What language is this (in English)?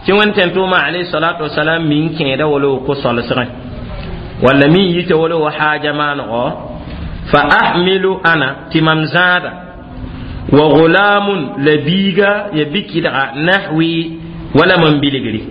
Mossi